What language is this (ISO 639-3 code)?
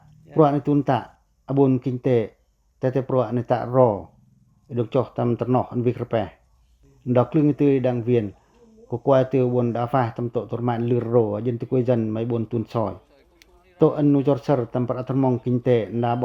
pac